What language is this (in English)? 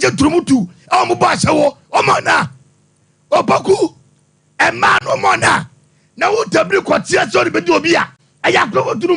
Akan